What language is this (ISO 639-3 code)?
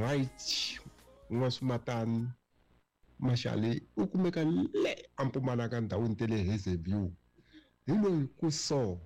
tso